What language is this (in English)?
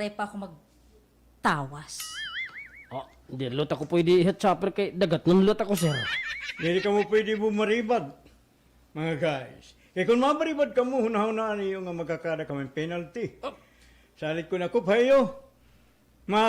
Waray